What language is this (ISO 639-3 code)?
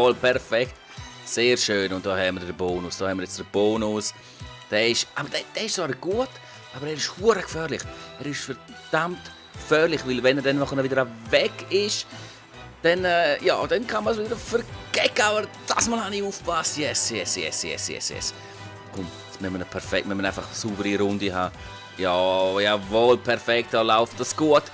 gsw